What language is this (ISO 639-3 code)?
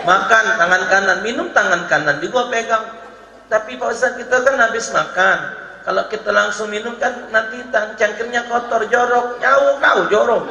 mui